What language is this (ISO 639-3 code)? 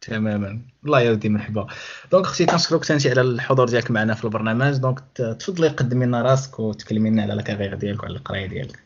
ary